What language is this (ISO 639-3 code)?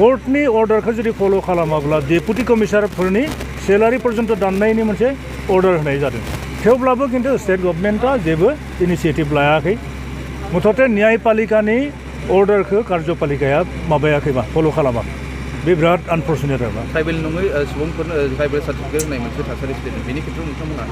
brx